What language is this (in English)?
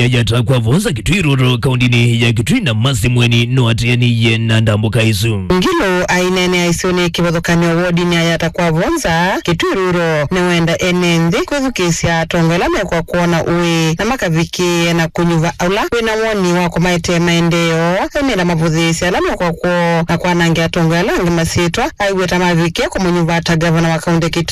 Kamba